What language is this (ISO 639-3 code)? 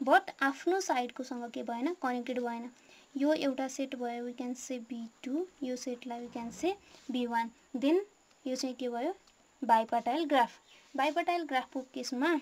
nep